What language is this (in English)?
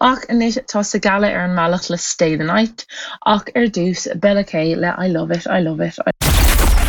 Irish